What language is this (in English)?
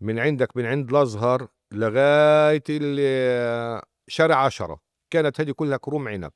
North Levantine Arabic